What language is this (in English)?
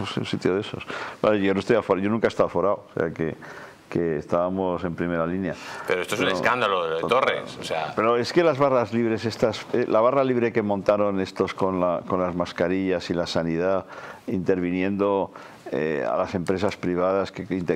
Spanish